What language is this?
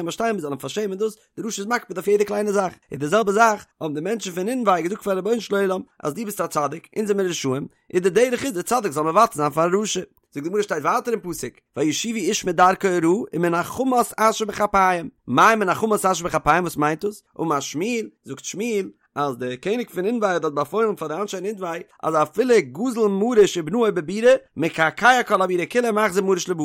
Yiddish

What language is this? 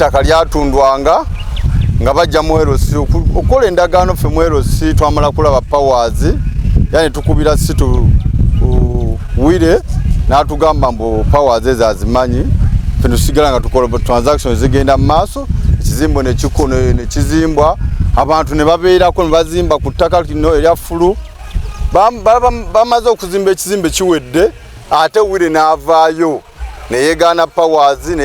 Ganda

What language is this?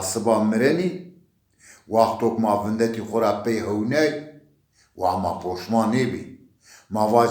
Zaza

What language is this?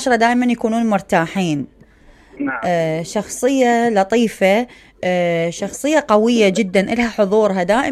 Mesopotamian Arabic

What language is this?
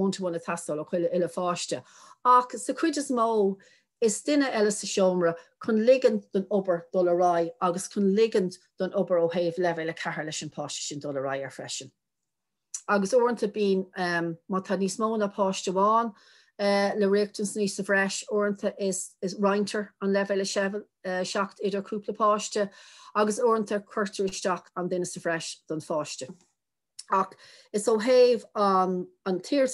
Irish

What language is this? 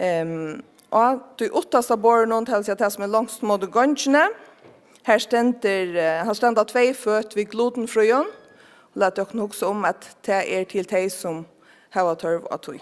Faroese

